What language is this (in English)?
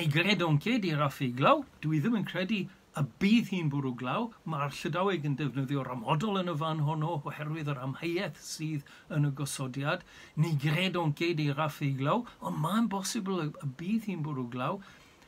Welsh